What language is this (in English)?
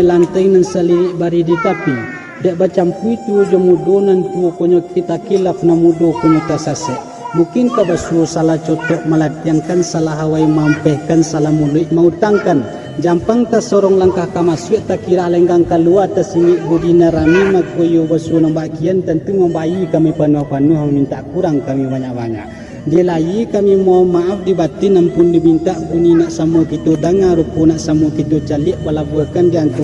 Minangkabau